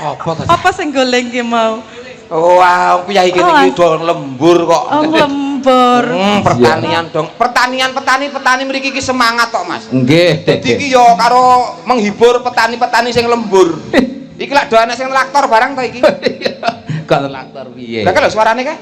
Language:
Javanese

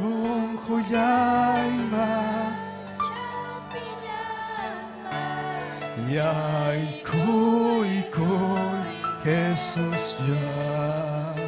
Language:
Ayacucho Quechua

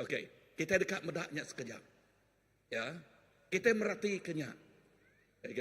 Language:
Iban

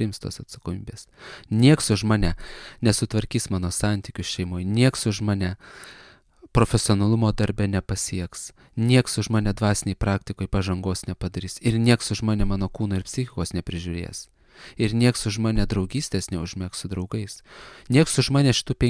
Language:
Lithuanian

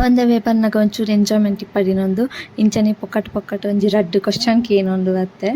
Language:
Tulu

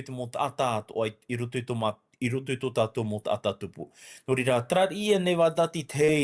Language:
Tahitian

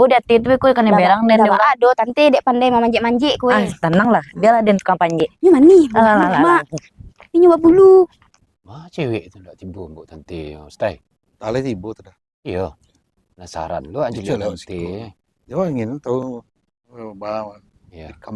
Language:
Minangkabau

